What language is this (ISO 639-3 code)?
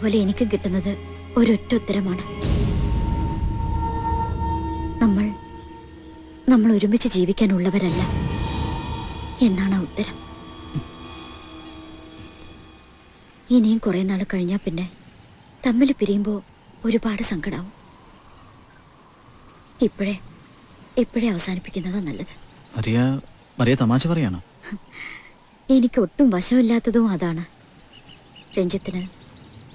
mal